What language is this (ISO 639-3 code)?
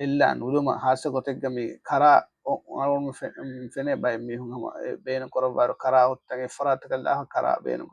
div